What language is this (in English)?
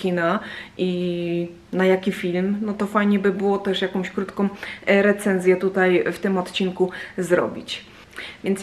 Polish